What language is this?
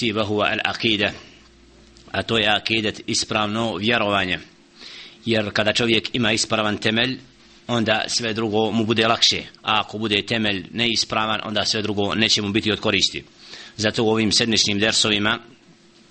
Bosnian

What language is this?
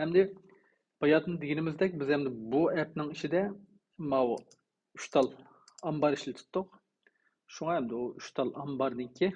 Uyghur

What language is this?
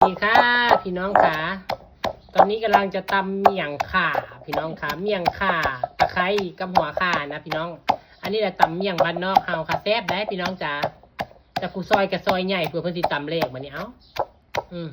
Northeastern Thai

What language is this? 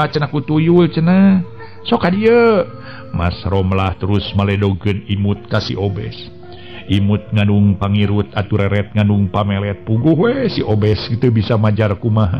Sundanese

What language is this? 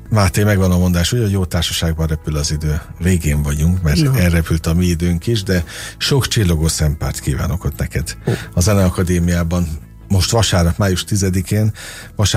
Hungarian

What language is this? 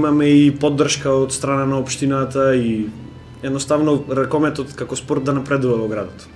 Macedonian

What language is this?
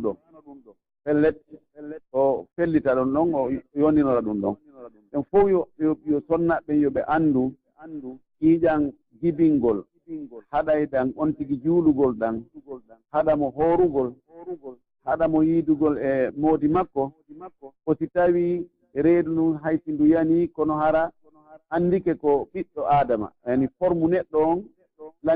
Pular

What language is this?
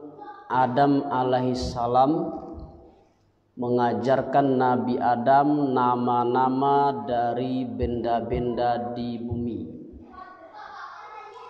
Indonesian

